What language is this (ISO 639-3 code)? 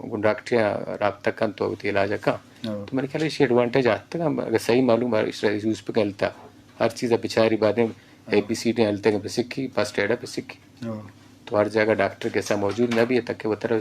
bgp